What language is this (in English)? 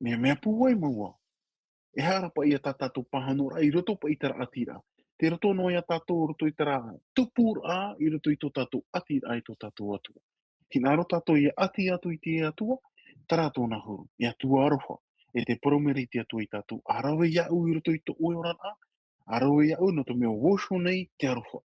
Tahitian